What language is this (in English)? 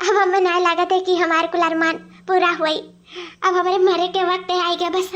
Awadhi